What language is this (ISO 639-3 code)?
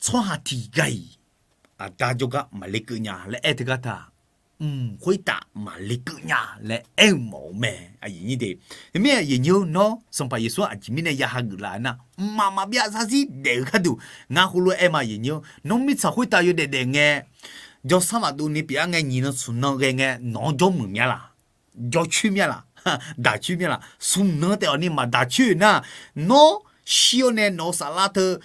ahk